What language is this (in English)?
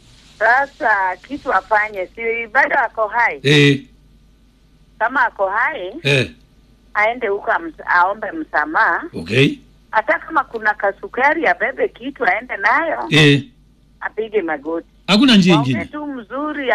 Swahili